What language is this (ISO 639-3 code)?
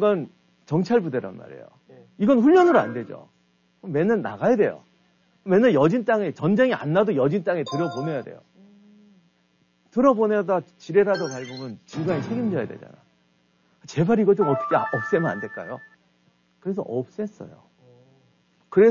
kor